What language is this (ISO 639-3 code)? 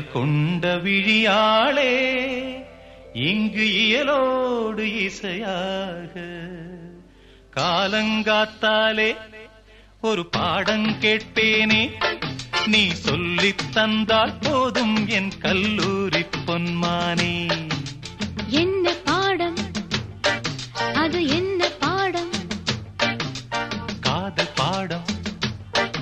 tam